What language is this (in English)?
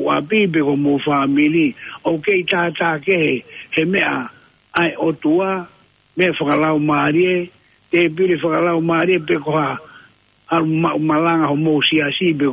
Tongan